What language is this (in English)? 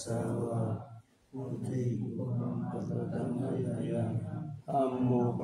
Pali